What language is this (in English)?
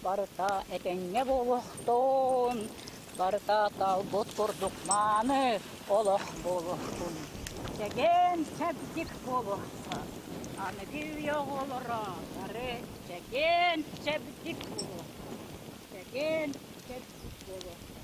Yakut